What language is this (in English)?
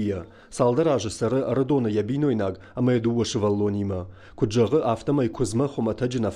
Ossetic